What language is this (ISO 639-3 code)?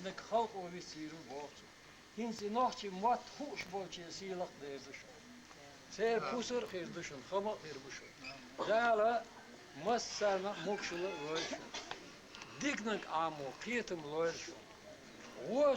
che